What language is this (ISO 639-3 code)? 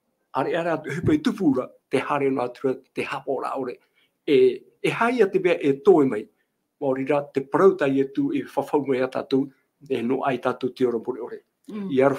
tah